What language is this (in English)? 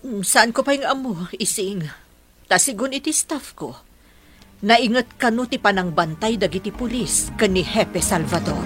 Iloko